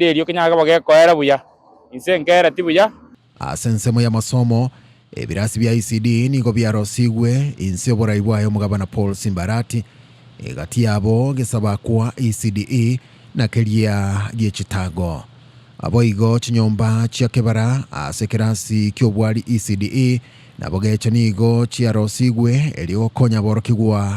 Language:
Gusii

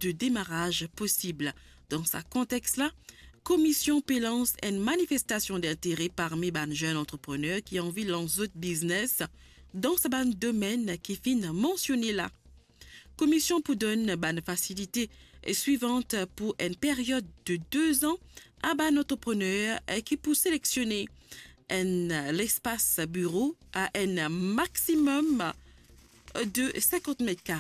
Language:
Morisyen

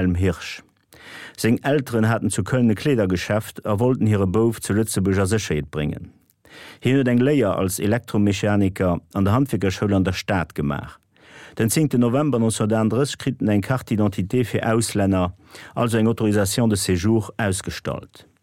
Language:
Luxembourgish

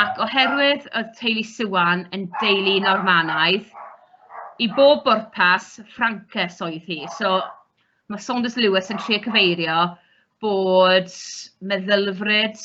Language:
Welsh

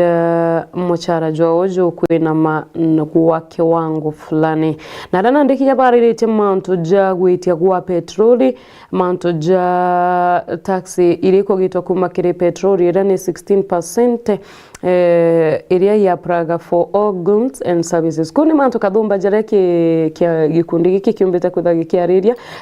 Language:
Meru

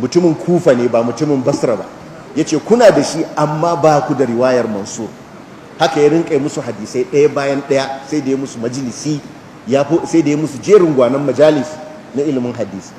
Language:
Hausa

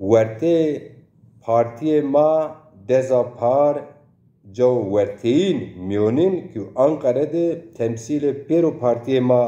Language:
Zaza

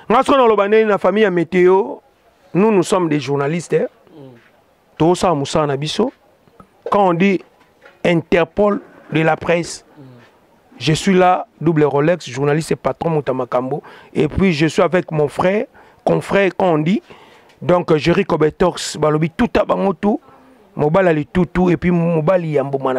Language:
Lingala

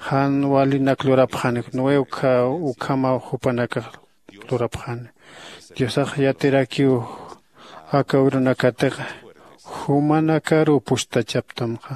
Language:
Aymara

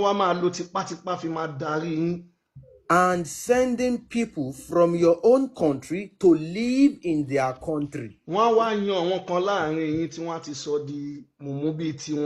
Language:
Yoruba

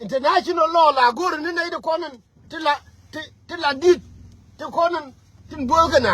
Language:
Nuer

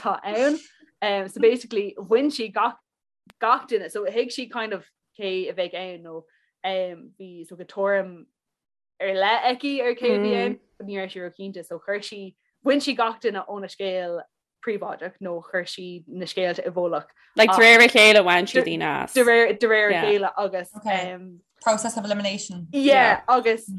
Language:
Irish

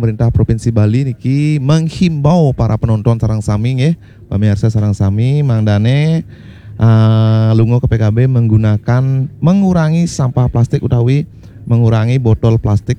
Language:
Balinese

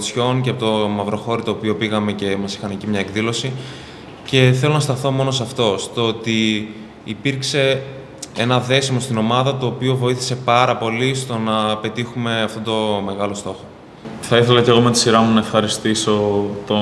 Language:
Greek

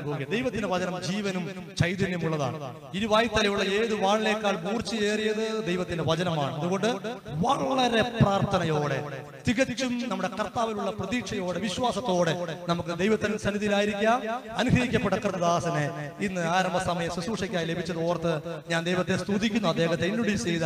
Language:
Malayalam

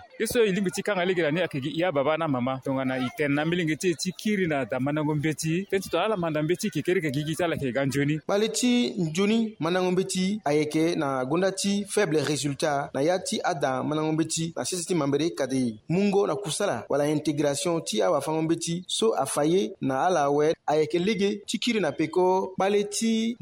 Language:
Sango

